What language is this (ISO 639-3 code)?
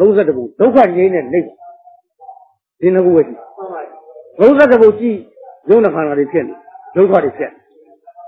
mya